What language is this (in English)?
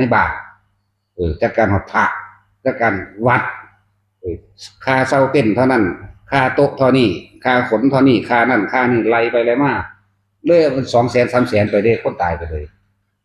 Northeastern Thai